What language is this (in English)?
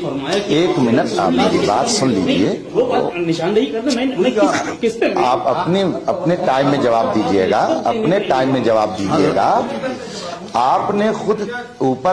Urdu